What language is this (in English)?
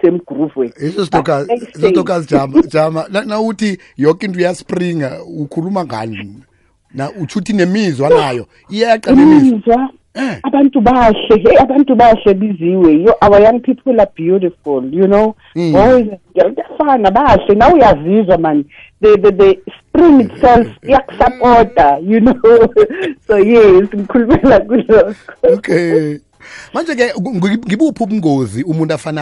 South Ndebele